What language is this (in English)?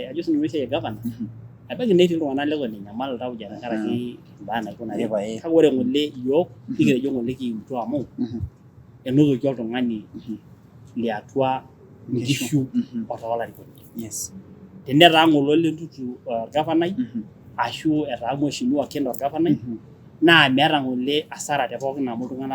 Masai